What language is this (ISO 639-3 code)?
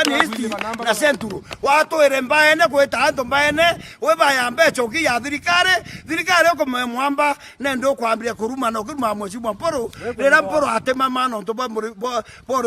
mer